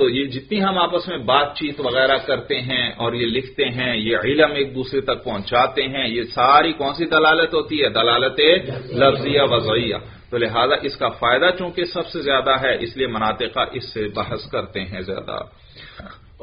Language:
Urdu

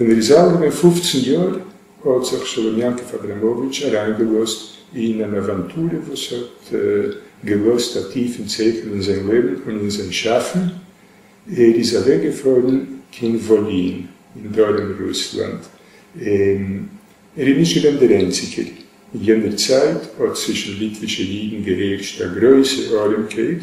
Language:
Yiddish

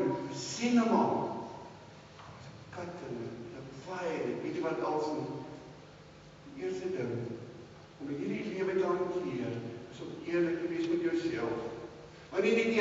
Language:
Afrikaans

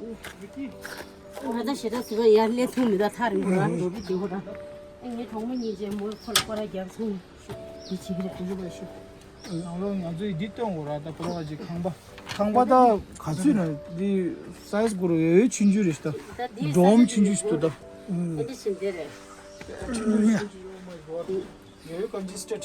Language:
Tibetan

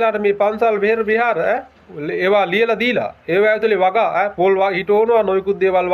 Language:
Sinhala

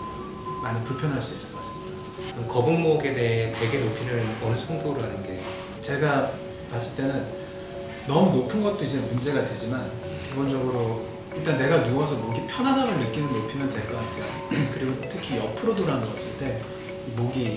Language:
Korean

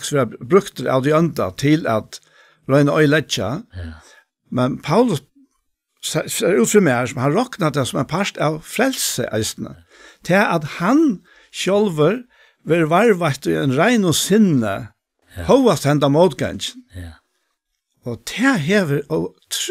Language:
Faroese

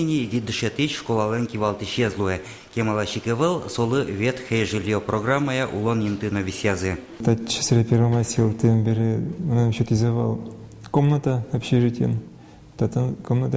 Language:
Udmurt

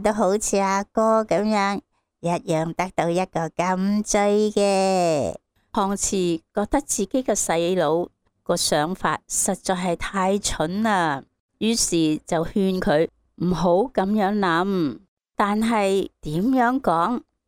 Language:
Cantonese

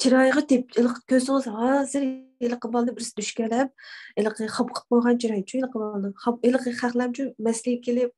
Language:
Uyghur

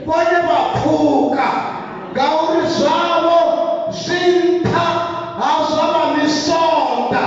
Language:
Venda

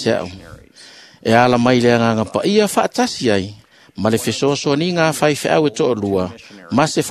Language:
Samoan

